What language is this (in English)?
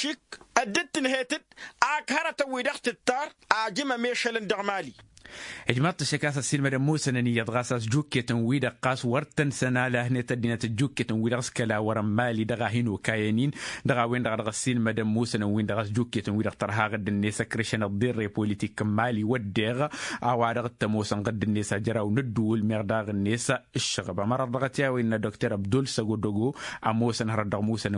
Tamasheq